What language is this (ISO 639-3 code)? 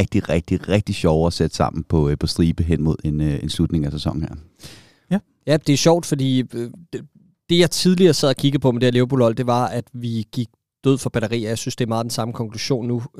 dan